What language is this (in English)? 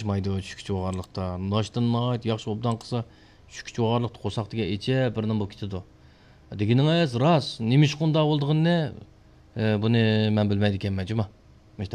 Uyghur